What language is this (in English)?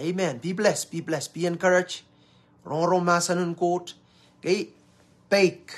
Pohnpeian